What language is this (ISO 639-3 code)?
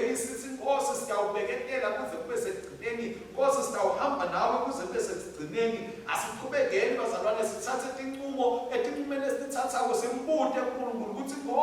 ssw